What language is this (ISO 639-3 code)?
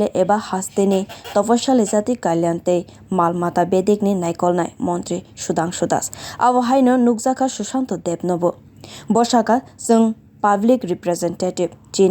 trp